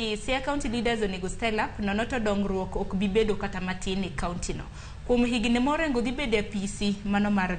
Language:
Luo (Kenya and Tanzania)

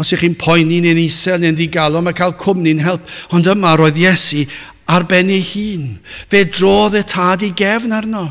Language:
Welsh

